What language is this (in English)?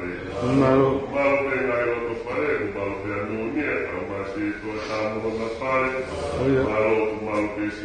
Tongan